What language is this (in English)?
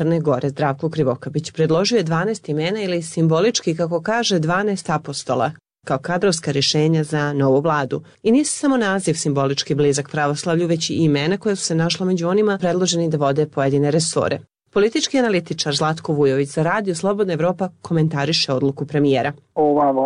Serbian